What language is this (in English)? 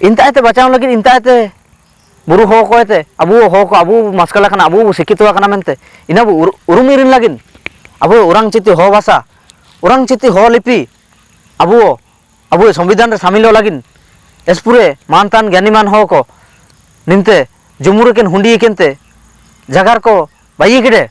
Ho